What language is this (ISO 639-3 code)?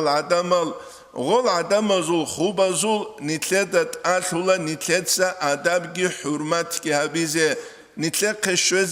ava